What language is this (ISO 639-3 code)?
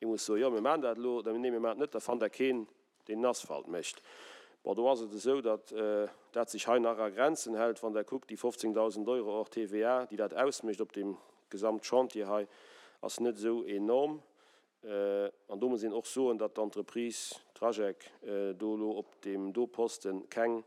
ltz